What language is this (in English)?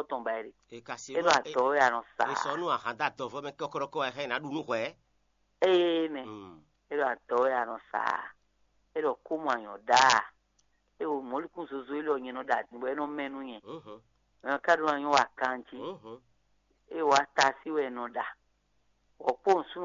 Fon